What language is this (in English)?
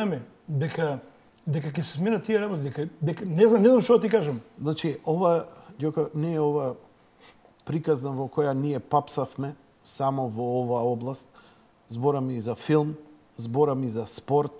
Macedonian